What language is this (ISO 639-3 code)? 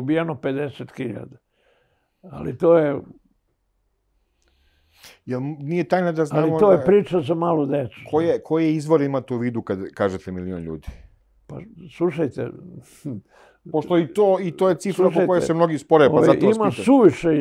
srp